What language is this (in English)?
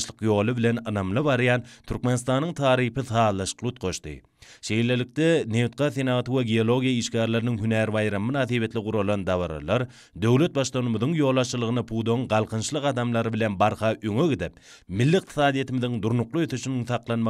Turkmen